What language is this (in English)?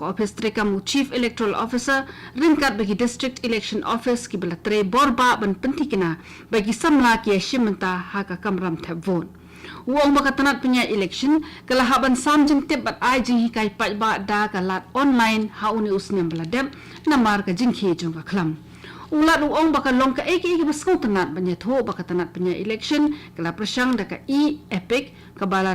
Khasi